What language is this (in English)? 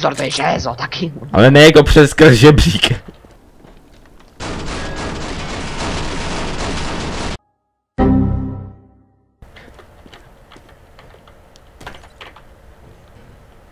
Czech